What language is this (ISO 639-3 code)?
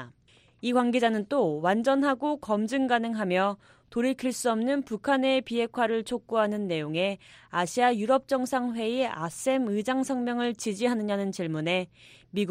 kor